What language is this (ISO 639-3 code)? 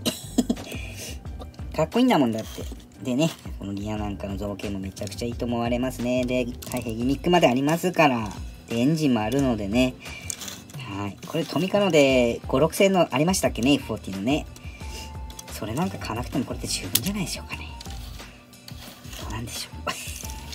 jpn